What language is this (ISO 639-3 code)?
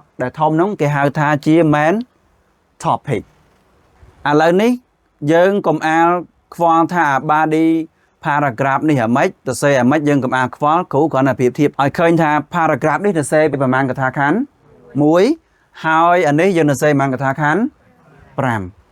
khm